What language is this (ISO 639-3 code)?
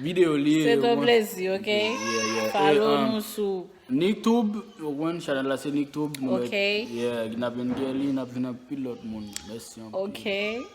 hat